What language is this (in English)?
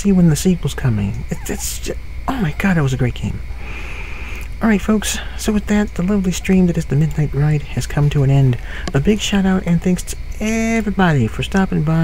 English